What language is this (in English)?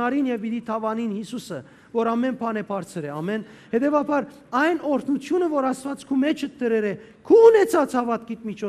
Western Armenian